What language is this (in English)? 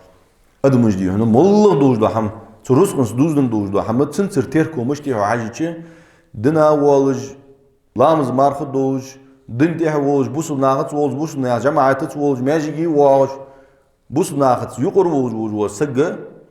Ingush